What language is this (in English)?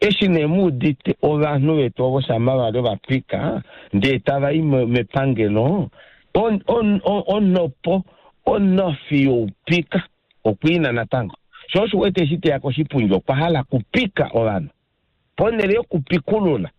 Kuanyama